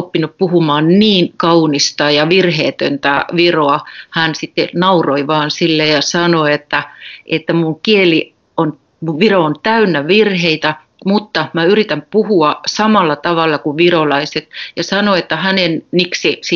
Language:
Finnish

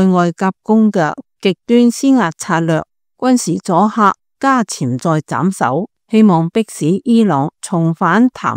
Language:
Cantonese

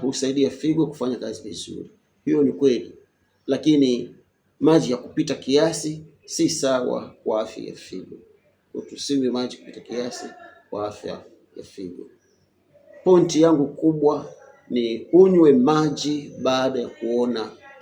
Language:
Swahili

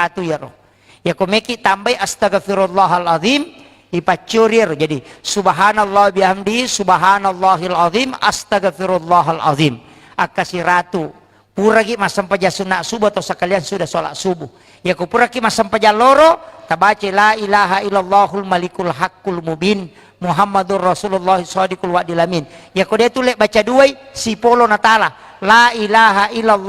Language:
Buginese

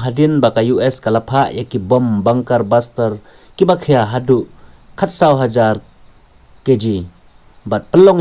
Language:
Khasi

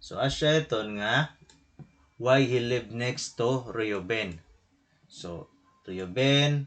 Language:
Waray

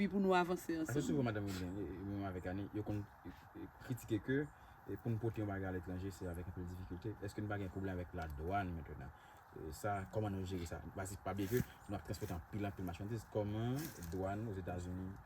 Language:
Haitian Creole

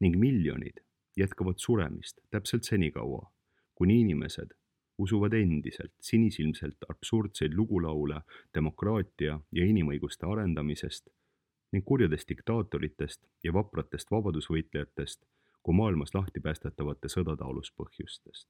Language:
Estonian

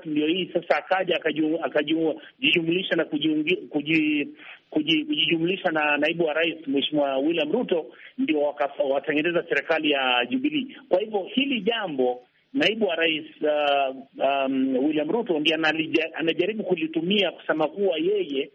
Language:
Swahili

